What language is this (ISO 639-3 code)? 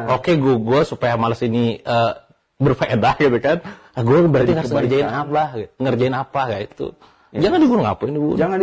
ind